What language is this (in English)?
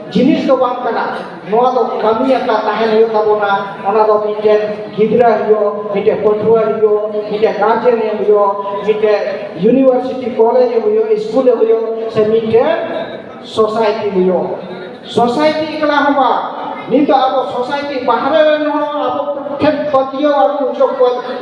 Santali